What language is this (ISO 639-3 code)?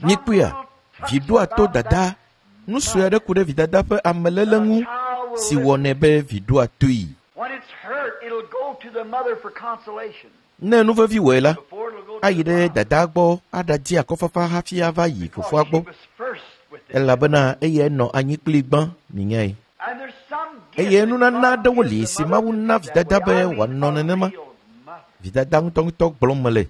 ewe